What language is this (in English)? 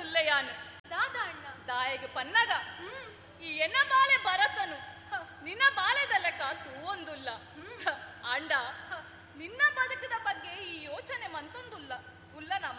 Tulu